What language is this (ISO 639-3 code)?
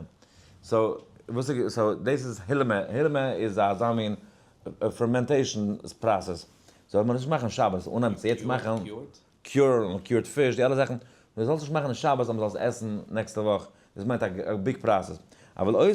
yid